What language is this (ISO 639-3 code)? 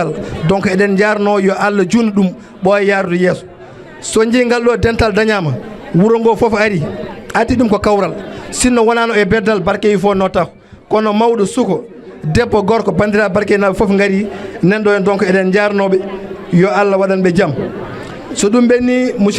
ful